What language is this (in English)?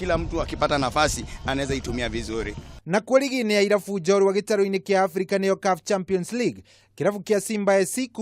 Kikuyu